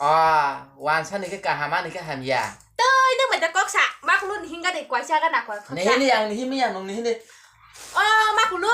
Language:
Kok Borok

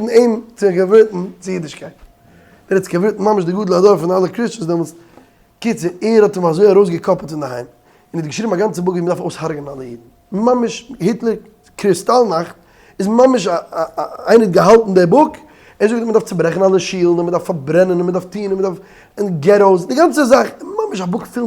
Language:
Yiddish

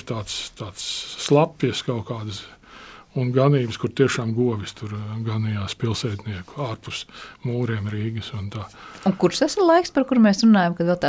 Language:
Latvian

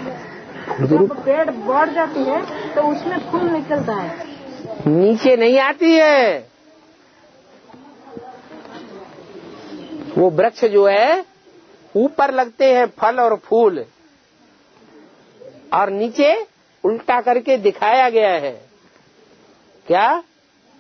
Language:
Hindi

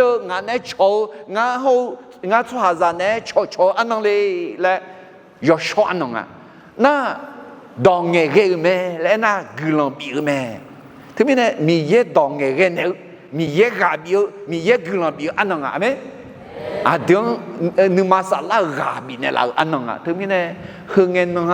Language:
Akha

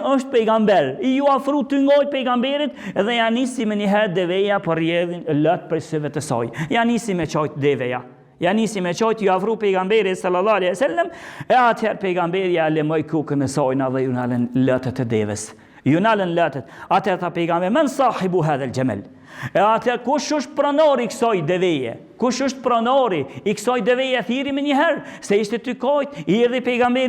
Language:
Albanian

